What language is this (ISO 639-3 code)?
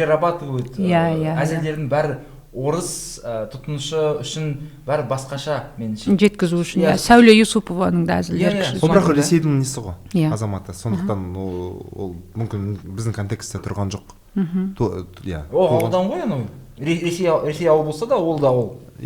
kaz